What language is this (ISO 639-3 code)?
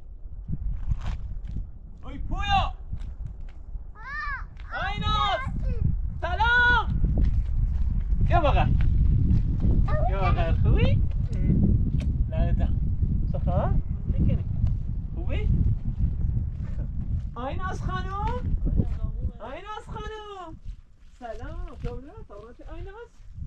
fas